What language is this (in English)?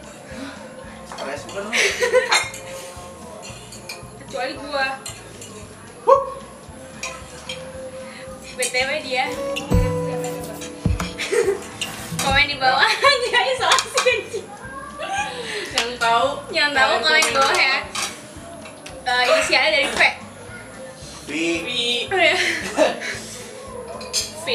Indonesian